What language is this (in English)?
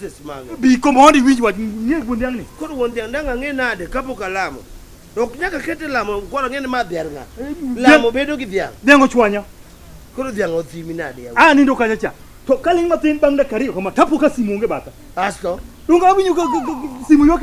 Luo (Kenya and Tanzania)